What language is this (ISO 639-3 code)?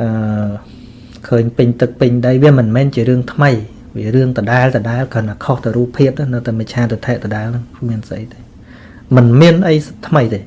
khm